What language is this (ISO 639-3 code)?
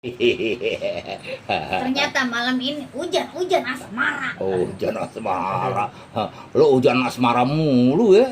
bew